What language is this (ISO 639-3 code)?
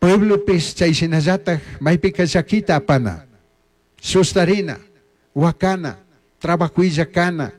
qug